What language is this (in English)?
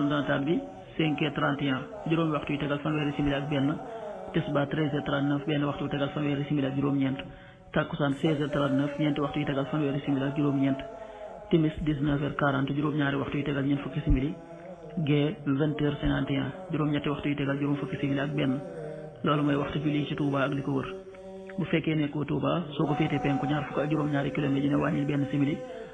Wolof